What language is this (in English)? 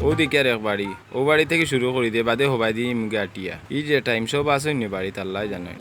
Sylheti